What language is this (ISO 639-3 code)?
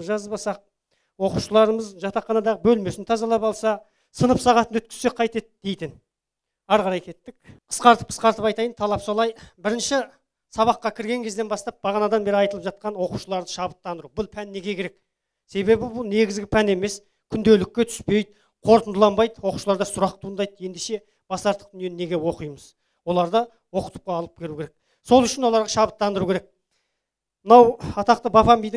kaz